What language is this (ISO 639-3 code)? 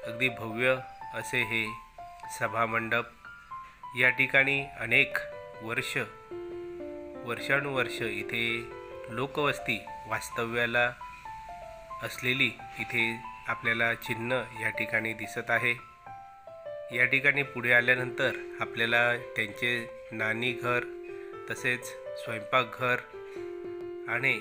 mar